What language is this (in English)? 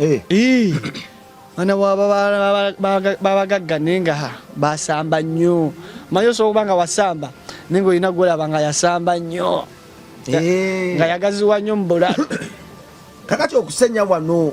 Ganda